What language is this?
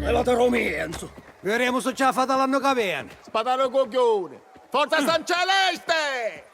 Sicilian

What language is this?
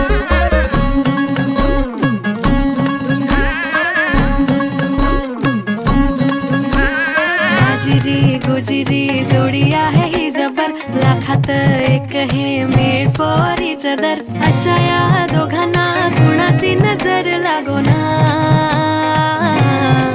Marathi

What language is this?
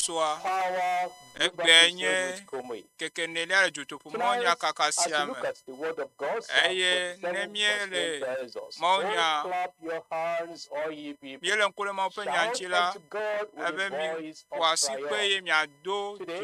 Ewe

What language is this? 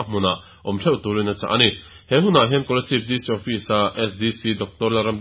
Mizo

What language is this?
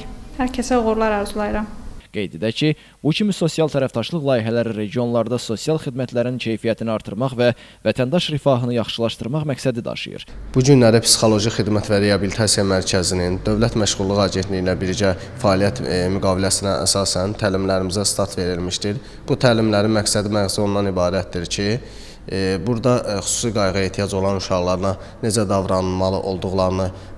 Azerbaijani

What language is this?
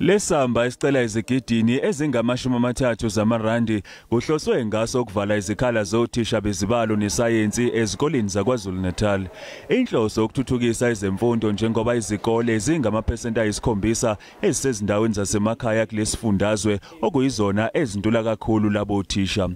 Zulu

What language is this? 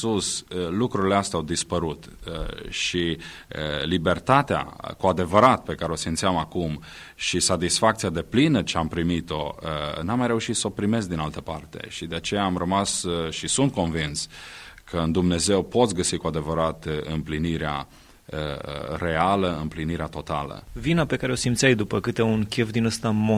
Romanian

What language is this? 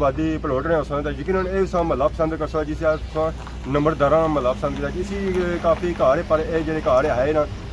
Pahari-Potwari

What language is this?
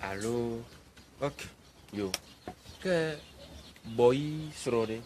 Ewe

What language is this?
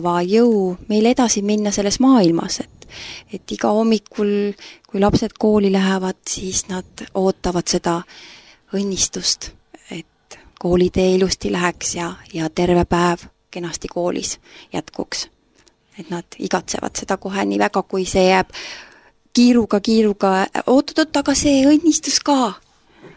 Estonian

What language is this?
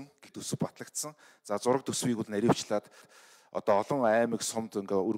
Mongolian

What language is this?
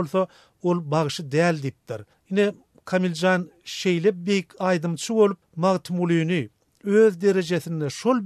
Turkmen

